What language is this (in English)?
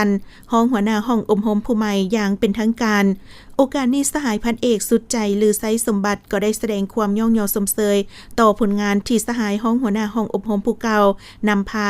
Lao